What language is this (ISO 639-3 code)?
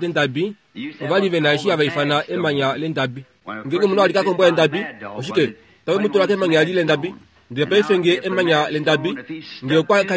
kua